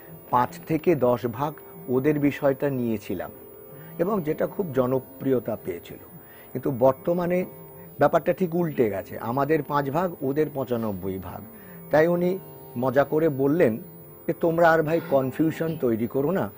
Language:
Bangla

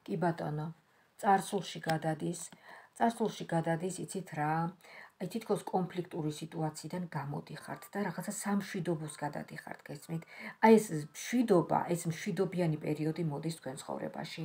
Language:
Georgian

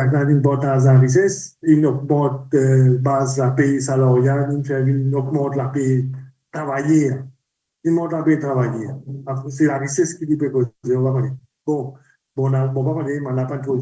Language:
Morisyen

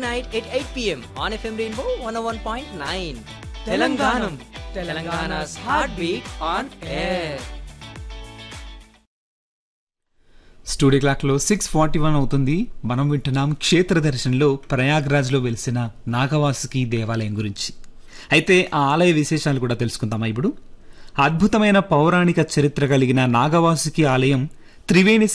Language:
Telugu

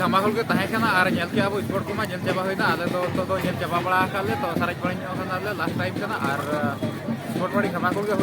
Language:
Santali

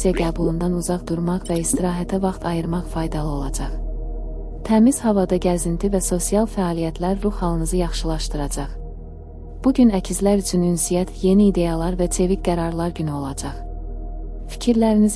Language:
Azerbaijani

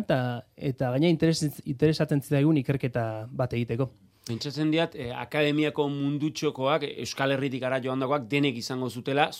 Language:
Basque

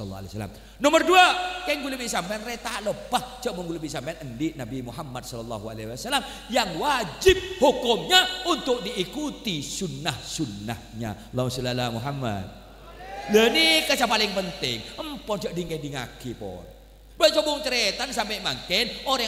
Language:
Madurese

